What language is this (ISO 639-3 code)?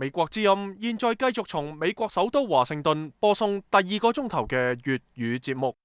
yue